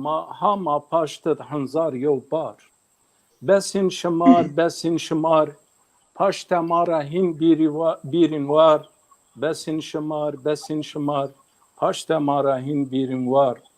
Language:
Zaza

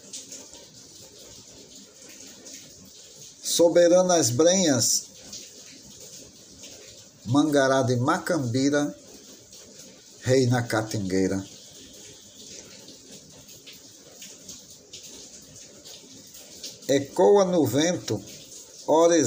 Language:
Portuguese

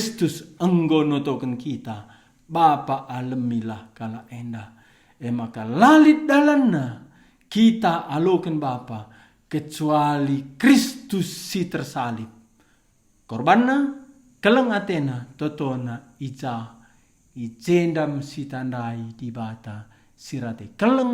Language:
Batak Karo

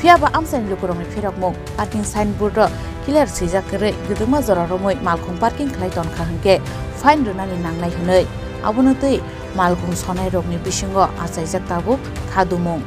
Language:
Kok Borok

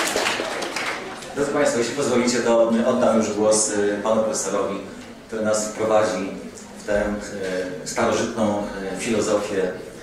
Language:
Polish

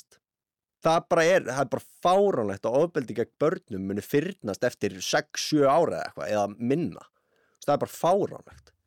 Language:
Icelandic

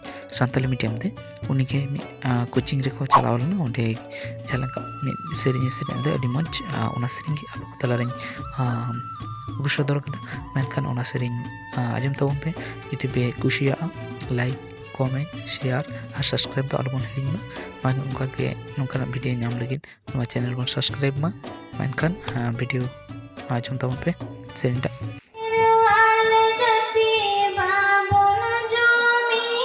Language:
Santali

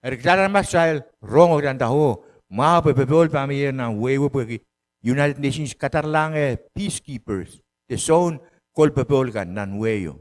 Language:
Pohnpeian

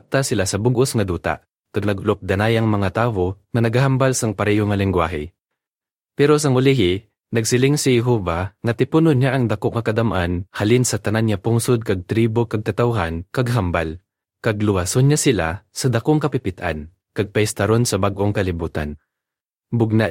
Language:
Hiligaynon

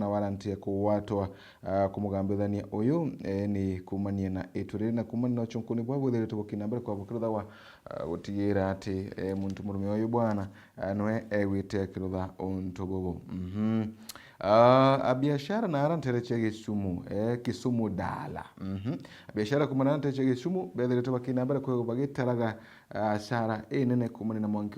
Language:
Meru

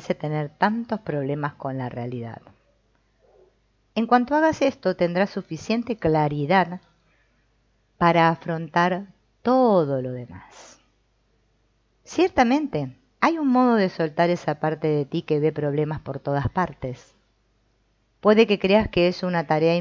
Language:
Spanish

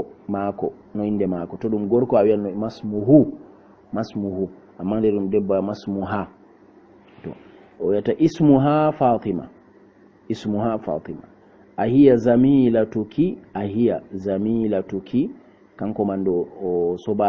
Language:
Fula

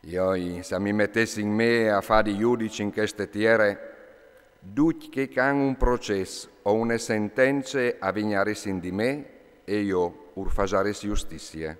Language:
Friulian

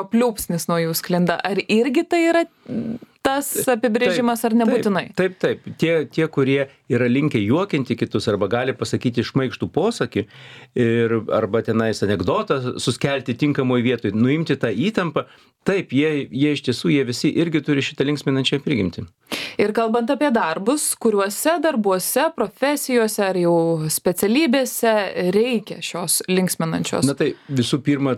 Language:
Lithuanian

